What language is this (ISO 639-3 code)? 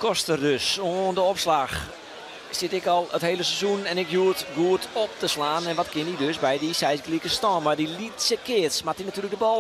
fry